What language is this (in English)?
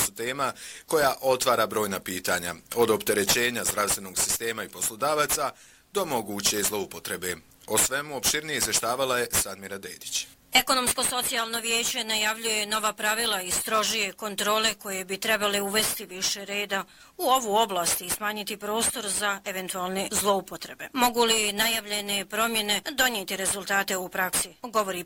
Bosnian